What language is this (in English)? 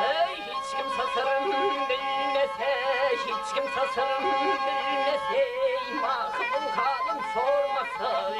Turkmen